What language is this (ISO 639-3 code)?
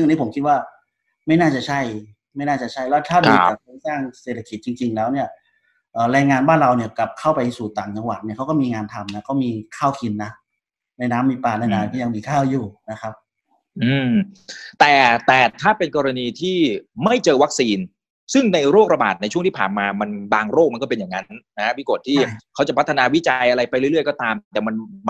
tha